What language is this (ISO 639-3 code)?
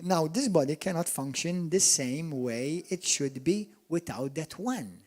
eng